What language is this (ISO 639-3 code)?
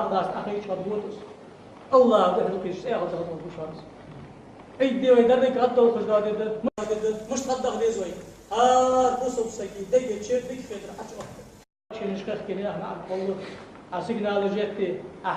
inh